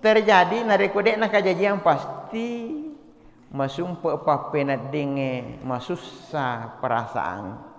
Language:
Buginese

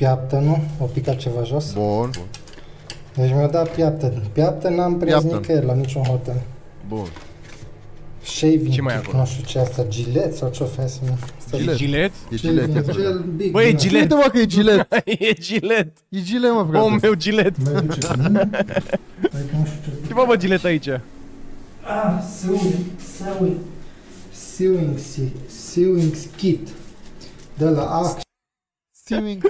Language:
Romanian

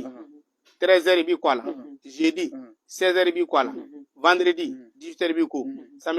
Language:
Bambara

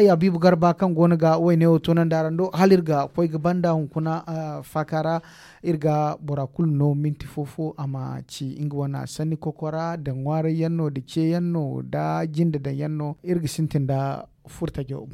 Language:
Zarma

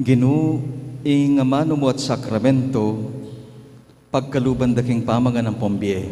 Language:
Pampanga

